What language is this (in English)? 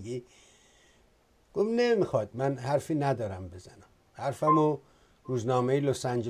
Persian